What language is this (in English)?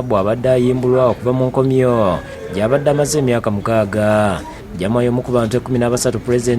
Ganda